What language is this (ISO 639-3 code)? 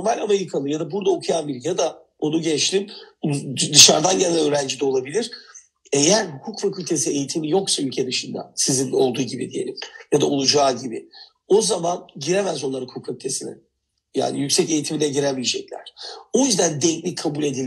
tur